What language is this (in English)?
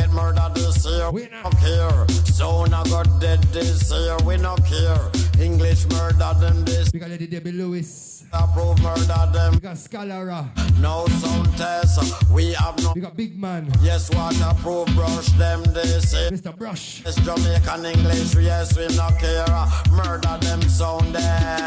Jamaican Creole English